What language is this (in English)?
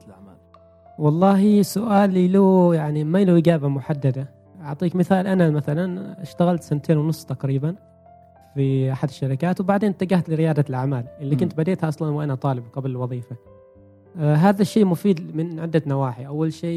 Gulf Arabic